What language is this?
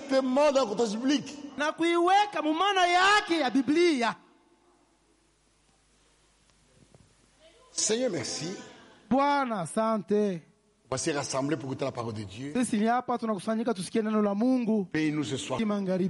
Swahili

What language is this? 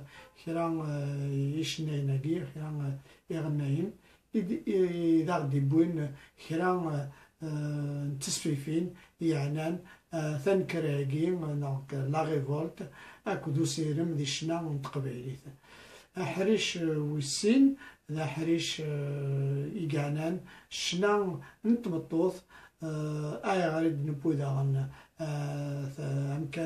Kabyle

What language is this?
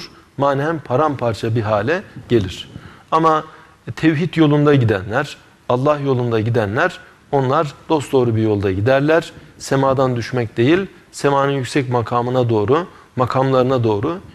Turkish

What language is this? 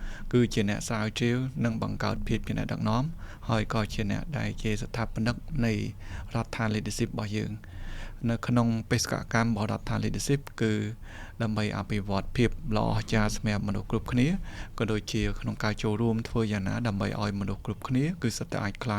Khmer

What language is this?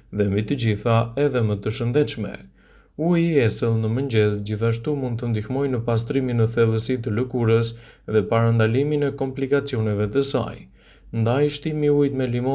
Albanian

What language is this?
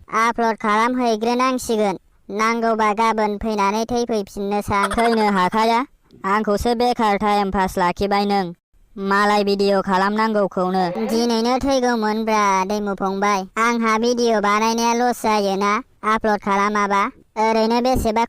Bodo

